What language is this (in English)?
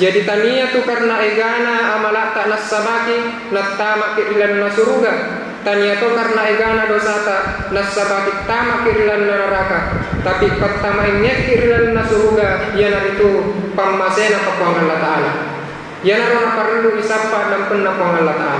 Buginese